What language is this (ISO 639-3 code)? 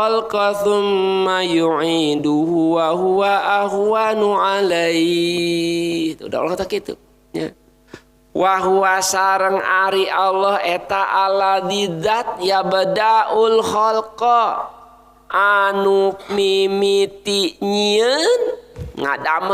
sun